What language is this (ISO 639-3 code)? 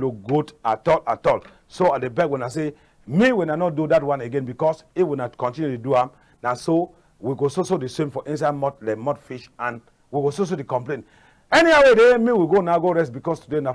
wes